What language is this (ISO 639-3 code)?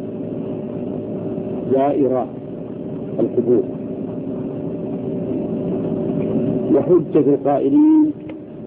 ara